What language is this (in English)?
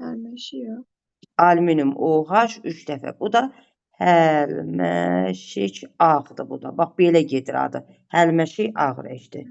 Azerbaijani